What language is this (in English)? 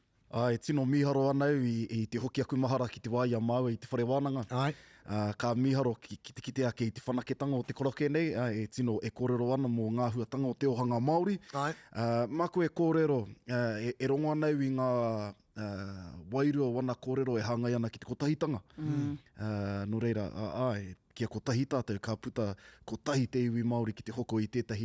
Māori